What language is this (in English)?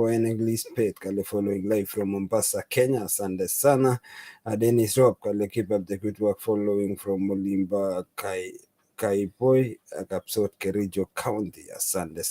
Kalenjin